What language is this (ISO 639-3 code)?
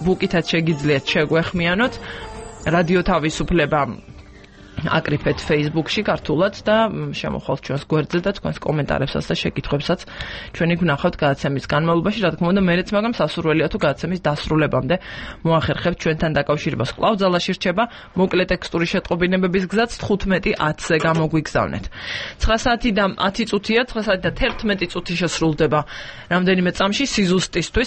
kat